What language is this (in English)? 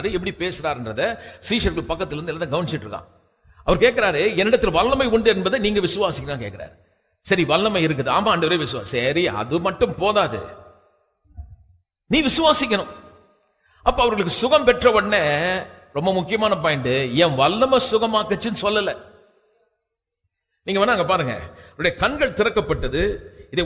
Tamil